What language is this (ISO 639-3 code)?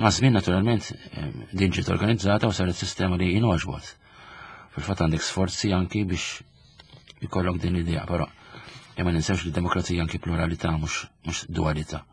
mlt